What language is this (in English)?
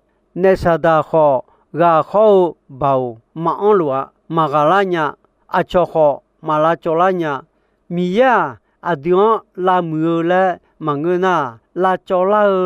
Akha